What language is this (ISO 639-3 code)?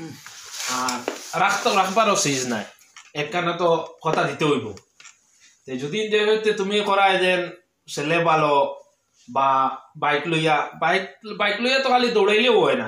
syl